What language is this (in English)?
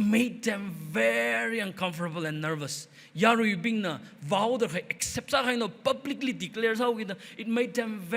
Tangkhul Naga (India)